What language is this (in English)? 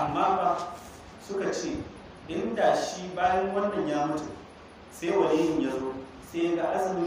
Hausa